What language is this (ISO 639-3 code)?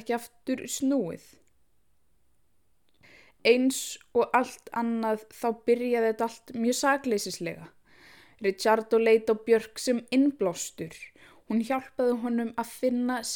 isl